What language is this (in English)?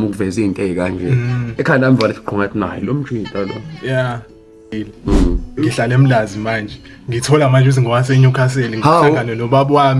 Zulu